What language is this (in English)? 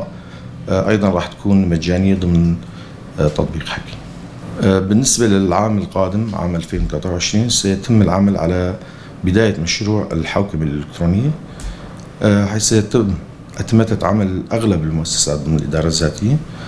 North Levantine Arabic